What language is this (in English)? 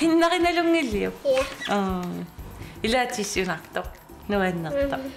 Kalaallisut